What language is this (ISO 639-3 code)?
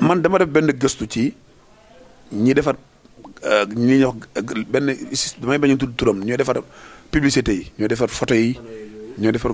wol